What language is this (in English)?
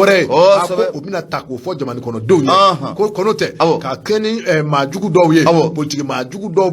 Bambara